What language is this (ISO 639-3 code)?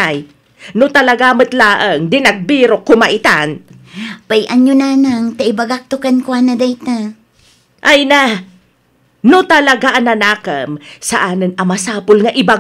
ilo